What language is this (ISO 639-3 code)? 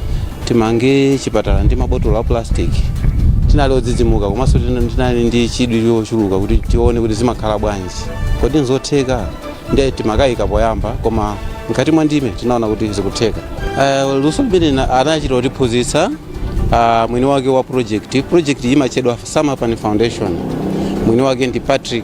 nya